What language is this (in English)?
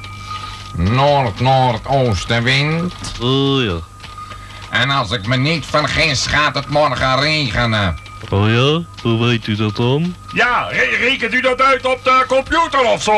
Dutch